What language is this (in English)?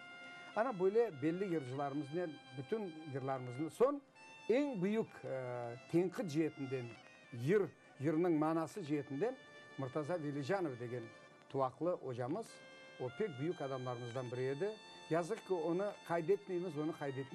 Crimean Tatar